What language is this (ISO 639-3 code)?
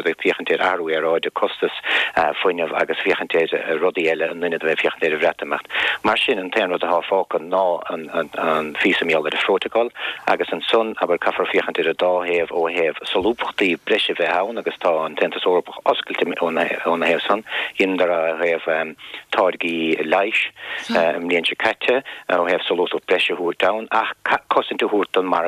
gle